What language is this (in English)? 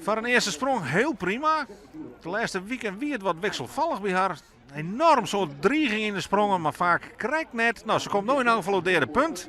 Western Frisian